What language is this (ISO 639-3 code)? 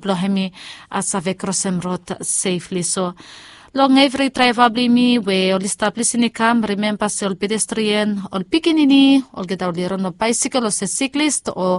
bis